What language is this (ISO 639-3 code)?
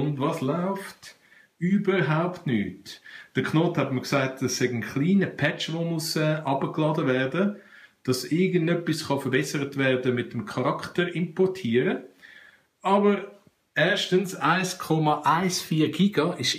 gsw